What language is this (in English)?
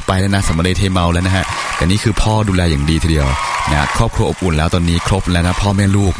Thai